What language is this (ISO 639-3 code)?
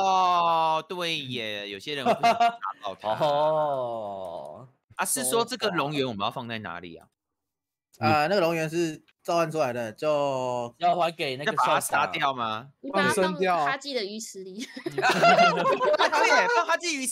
zho